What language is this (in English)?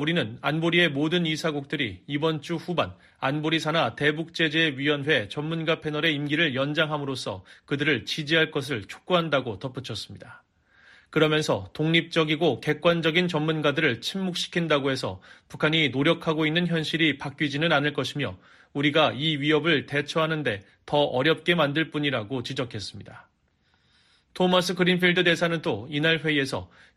Korean